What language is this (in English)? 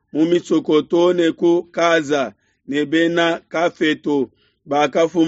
Luba-Lulua